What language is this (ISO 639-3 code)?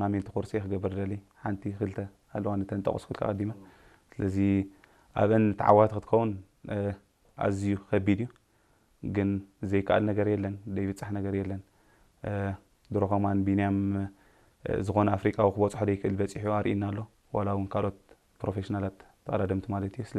tir